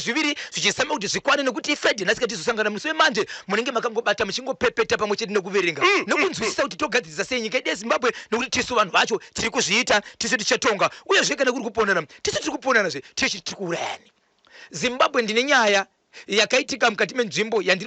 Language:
Shona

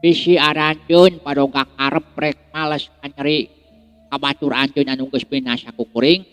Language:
Sundanese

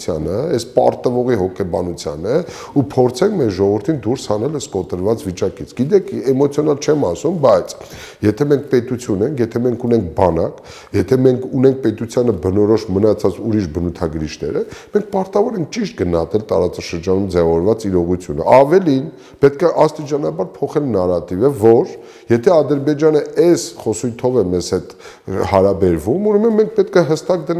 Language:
Armenian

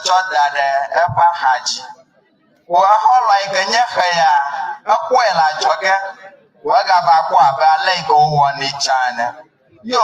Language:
Ewe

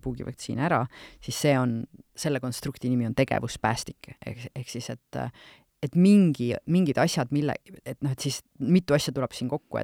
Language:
Estonian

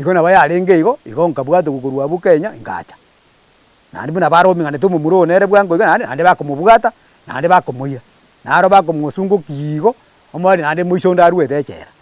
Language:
Gusii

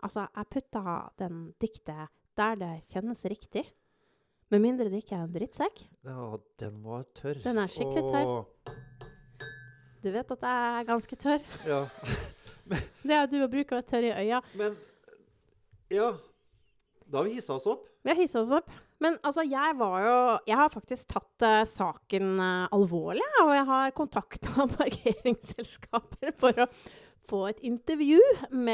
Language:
Norwegian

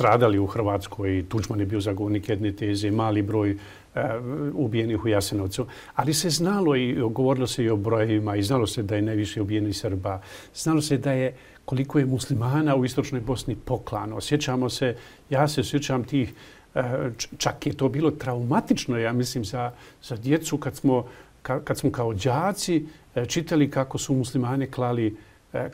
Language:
Bosnian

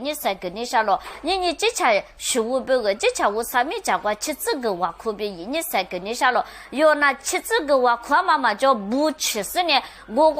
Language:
Lisu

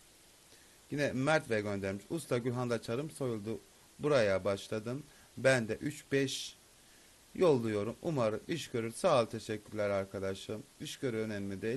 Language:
Turkish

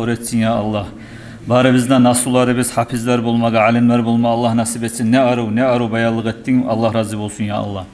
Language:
Kumyk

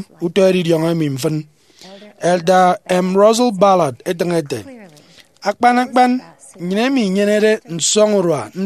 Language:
Efik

